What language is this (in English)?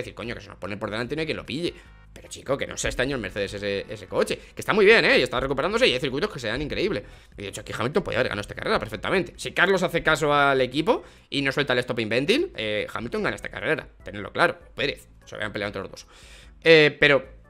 Spanish